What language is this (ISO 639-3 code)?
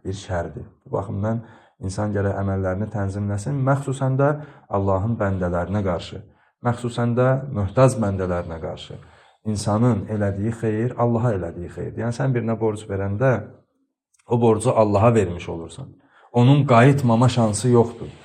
aze